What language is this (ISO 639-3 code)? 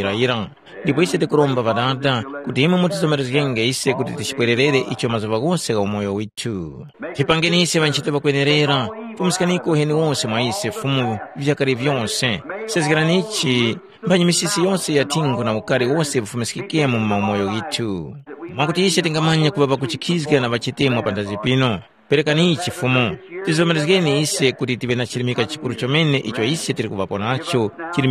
tum